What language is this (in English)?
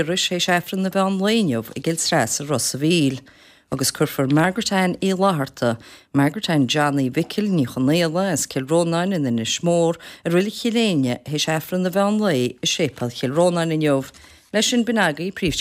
Irish